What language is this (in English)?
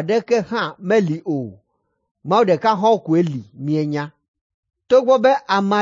Ewe